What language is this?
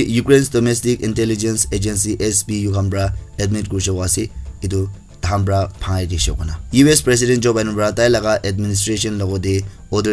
Naga Pidgin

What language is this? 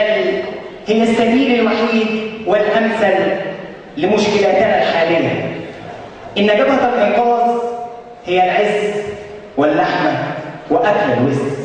Egyptian Arabic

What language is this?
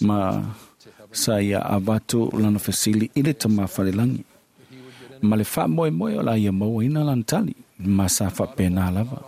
Samoan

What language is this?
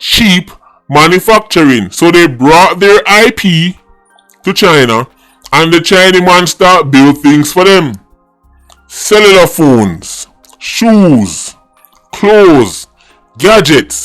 Jamaican Creole English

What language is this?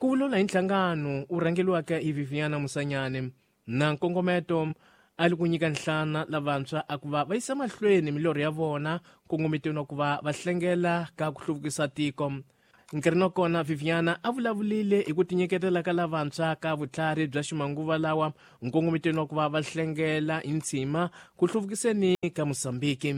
Tsonga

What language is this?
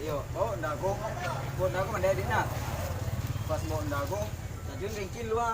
Minangkabau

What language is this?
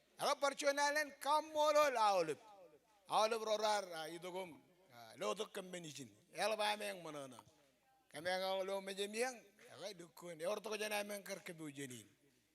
Marshallese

